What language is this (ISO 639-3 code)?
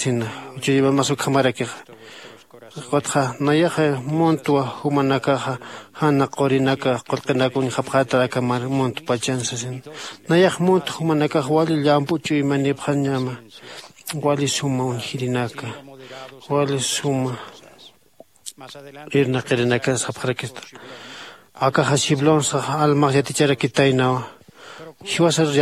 aym